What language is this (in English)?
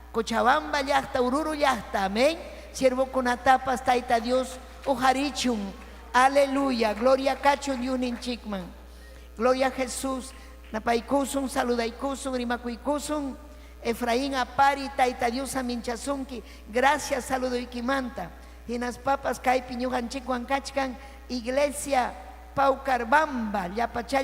Ayacucho Quechua